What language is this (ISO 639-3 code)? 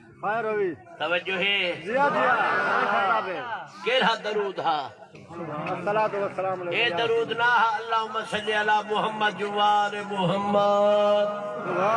skr